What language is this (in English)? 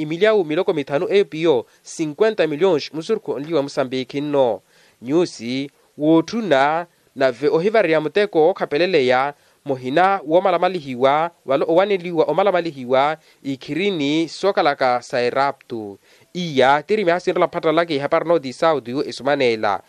Makhuwa